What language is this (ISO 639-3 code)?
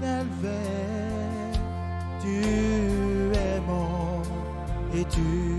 tah